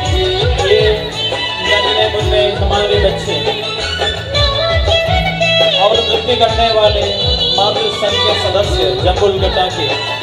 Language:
Hindi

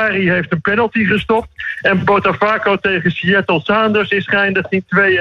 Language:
Dutch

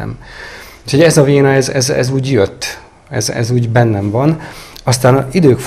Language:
Hungarian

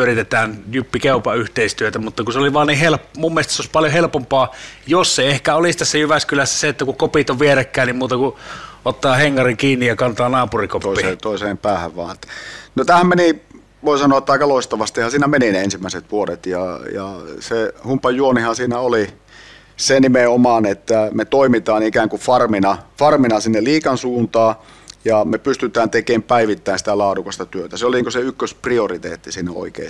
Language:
Finnish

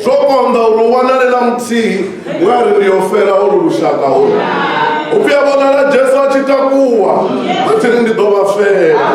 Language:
Venda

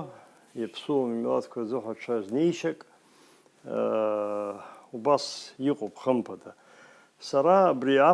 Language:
Abkhazian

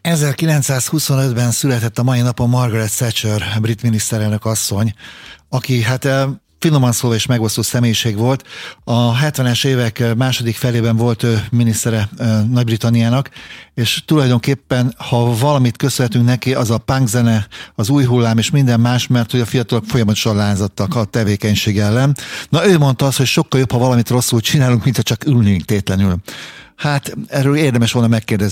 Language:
Hungarian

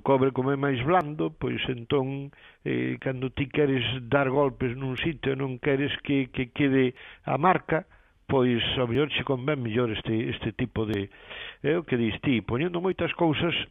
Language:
Galician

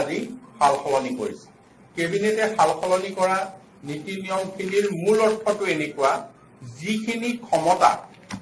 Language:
Assamese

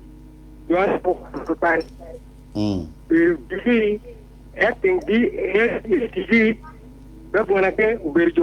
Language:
Acoli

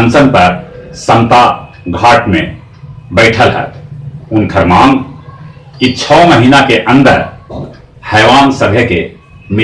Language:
Magahi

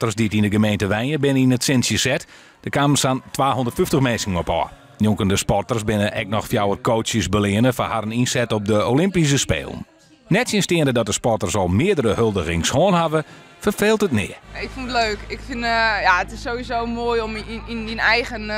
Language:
Western Frisian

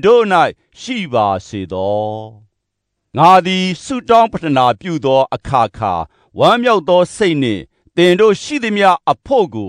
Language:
Burmese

